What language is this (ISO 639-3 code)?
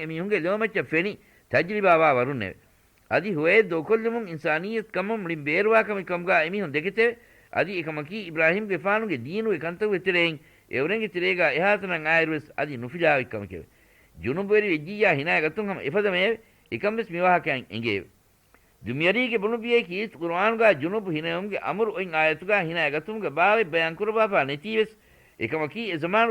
div